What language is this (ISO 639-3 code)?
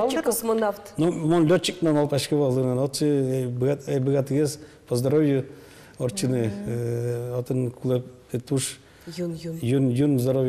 udm